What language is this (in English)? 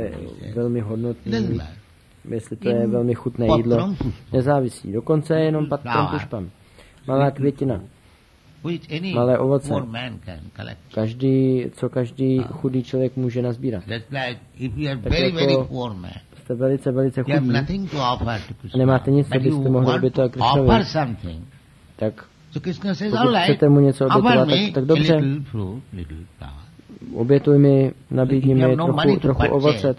Czech